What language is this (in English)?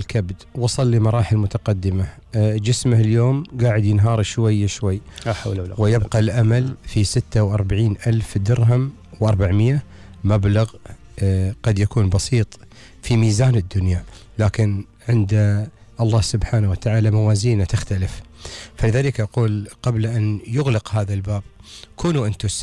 Gulf Arabic